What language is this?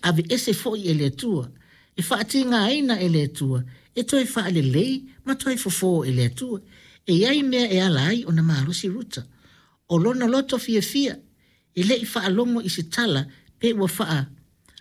Samoan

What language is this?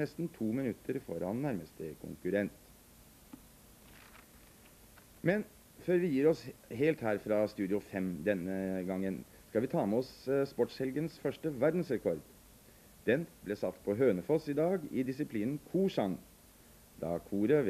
Norwegian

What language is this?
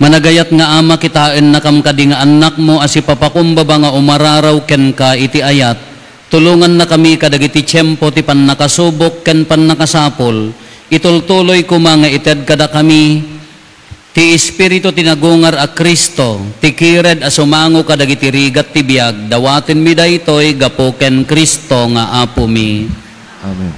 Iloko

